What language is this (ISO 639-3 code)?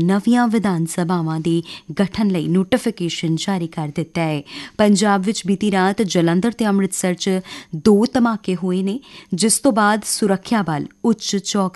pan